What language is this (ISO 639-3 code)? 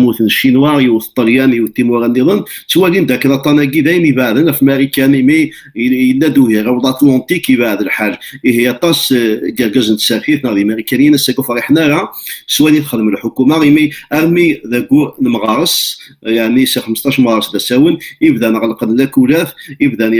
kab